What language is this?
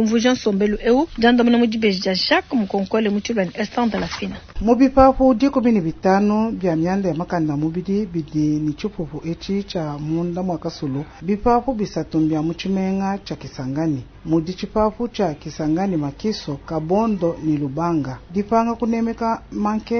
Luba-Lulua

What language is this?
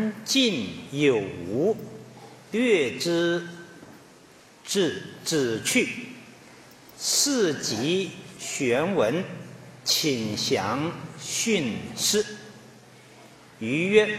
Chinese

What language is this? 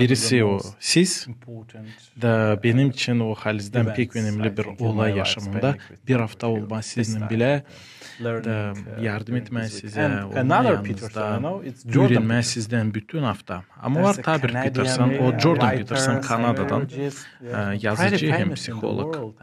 Gagauz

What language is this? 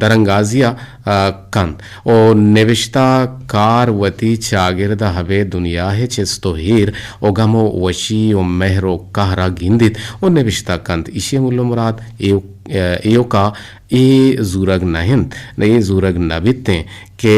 Eastern Balochi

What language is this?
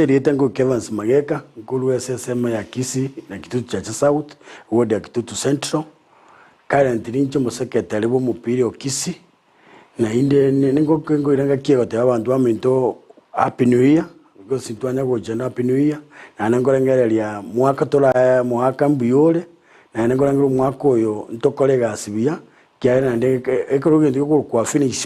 Gusii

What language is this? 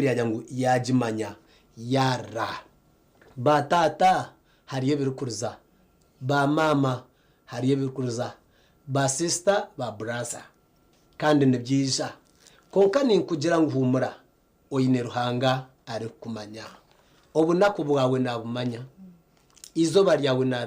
Nyankole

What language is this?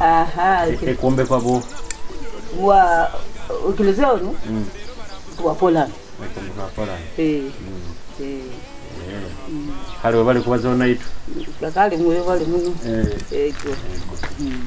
Nyoro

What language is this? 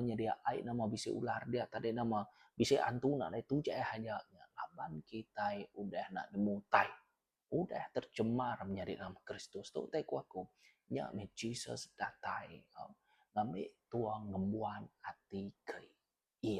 Iban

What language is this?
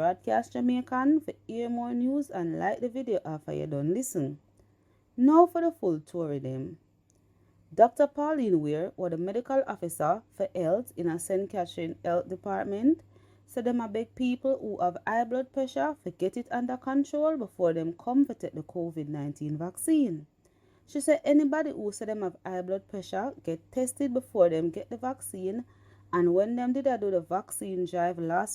Jamaican Creole English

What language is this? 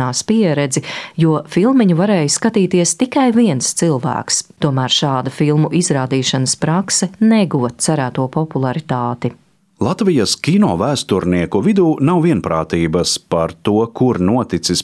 Latvian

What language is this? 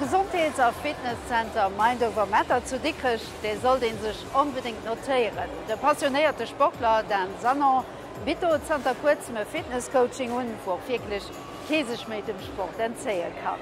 Luxembourgish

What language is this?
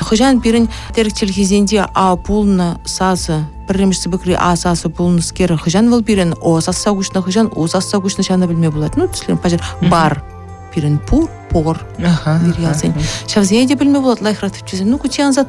Chuvash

